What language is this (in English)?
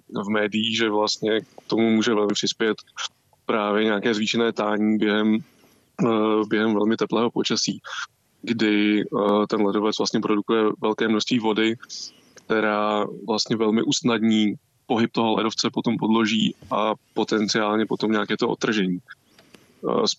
Czech